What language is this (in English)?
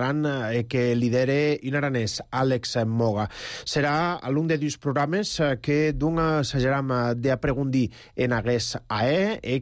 Catalan